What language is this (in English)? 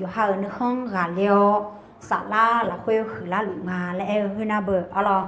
Akha